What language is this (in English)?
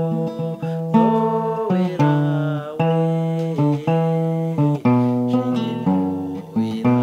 Kinyarwanda